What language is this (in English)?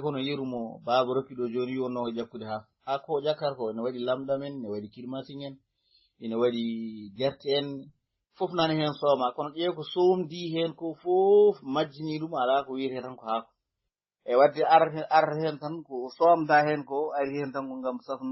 Fula